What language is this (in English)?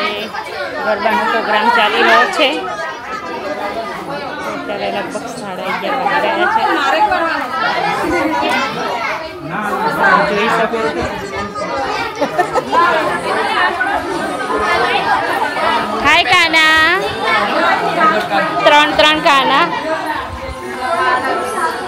Gujarati